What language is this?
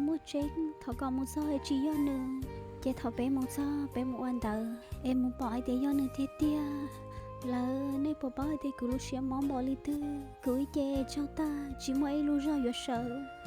Hmong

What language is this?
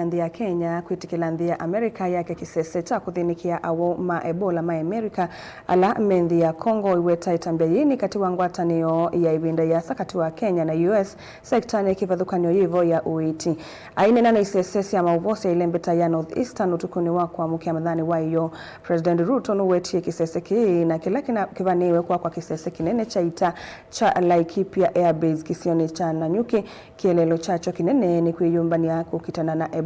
Kamba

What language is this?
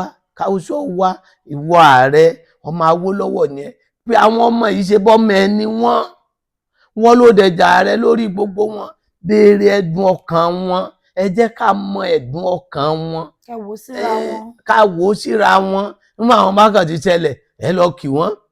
Yoruba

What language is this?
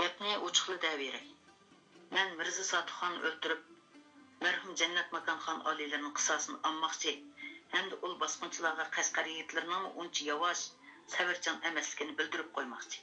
Uyghur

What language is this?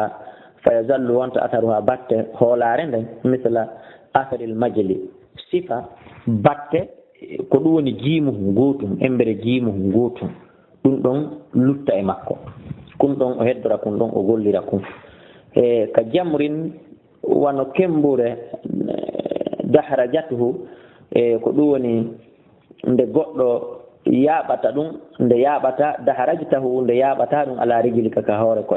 Fula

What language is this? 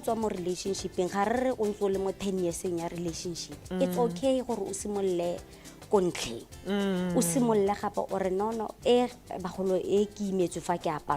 Tswana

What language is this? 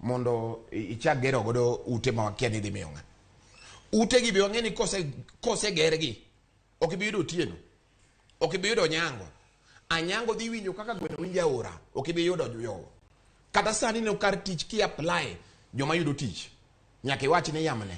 Luo (Kenya and Tanzania)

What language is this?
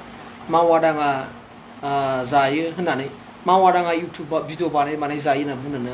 Bodo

